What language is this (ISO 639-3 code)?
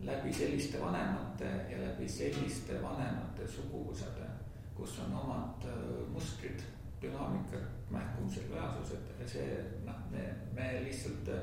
est